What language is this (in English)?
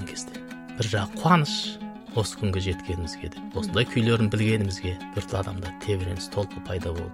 Kazakh